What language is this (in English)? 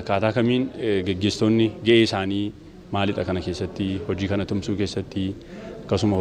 Oromo